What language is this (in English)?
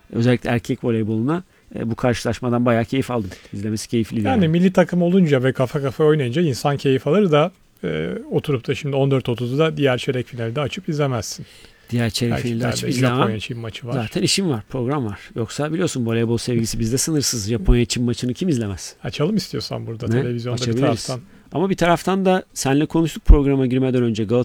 Turkish